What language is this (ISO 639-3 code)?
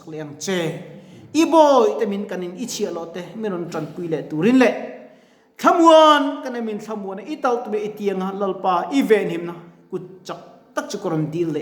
lus